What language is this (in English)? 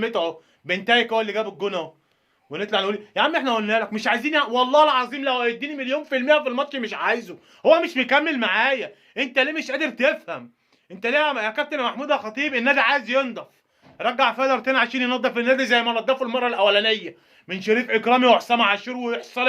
Egyptian Arabic